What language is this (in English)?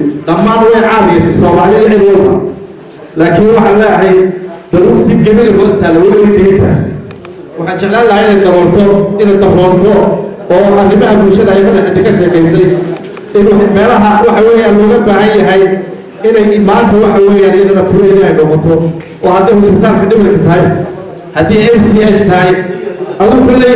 Somali